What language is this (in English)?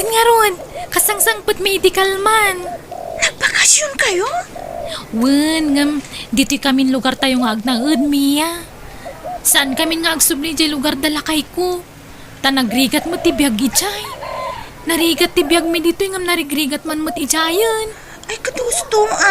Iloko